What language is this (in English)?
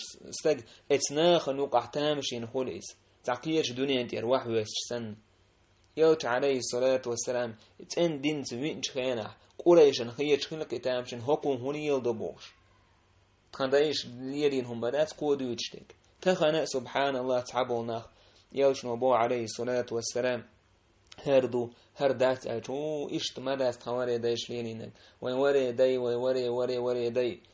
Chechen